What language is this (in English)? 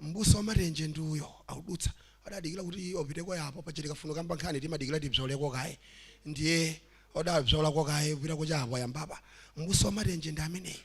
Nyanja